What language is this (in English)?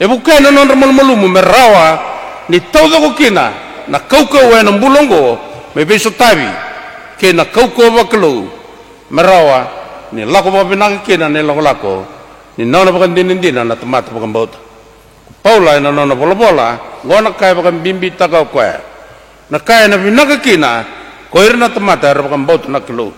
Fijian